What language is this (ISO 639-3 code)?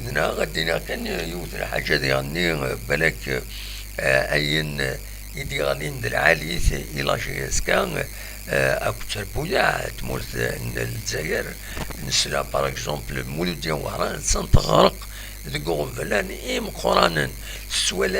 kab